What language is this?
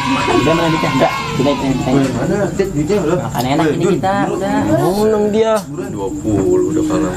Betawi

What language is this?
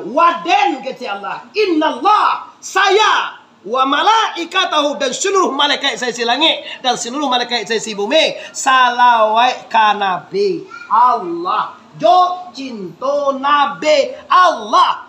Minangkabau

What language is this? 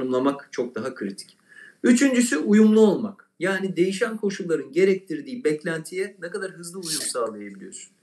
Turkish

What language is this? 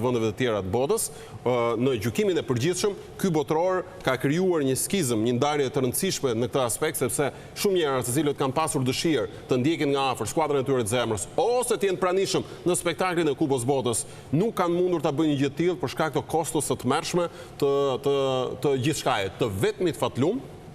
Albanian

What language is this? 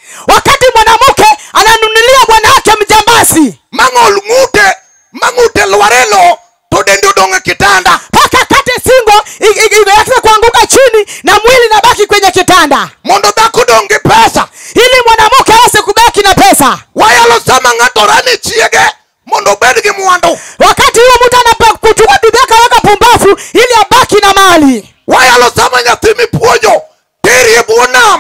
Luo (Kenya and Tanzania)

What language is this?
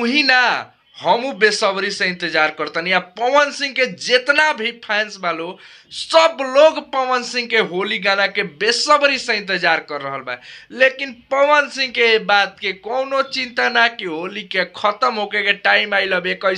Bhojpuri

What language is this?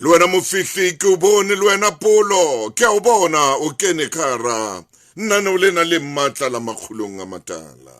Southern Sotho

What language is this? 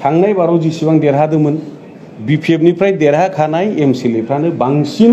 Bodo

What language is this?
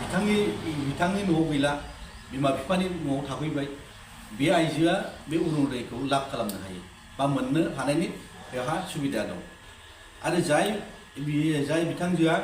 Bodo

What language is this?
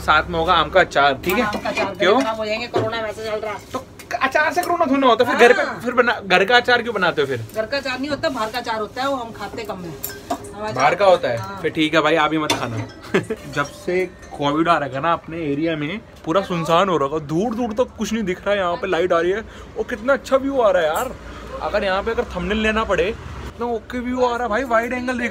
Hindi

